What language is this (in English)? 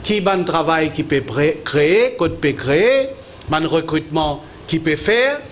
Morisyen